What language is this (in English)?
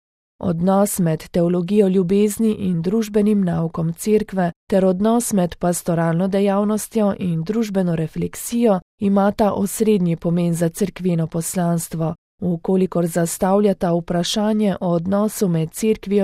Slovenian